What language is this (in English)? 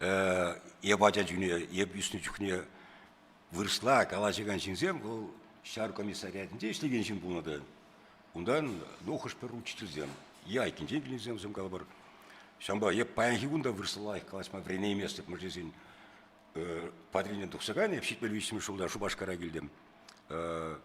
Chuvash